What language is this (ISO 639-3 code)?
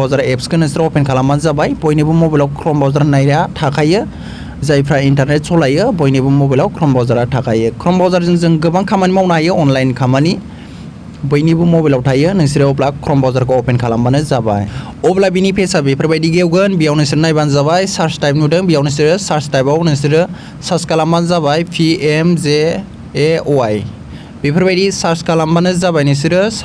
brx